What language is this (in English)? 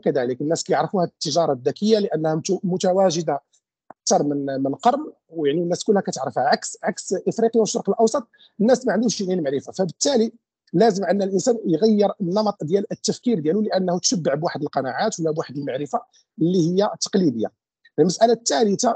Moroccan Arabic